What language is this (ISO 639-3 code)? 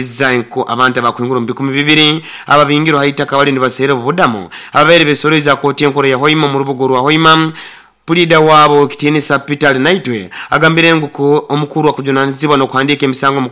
nyo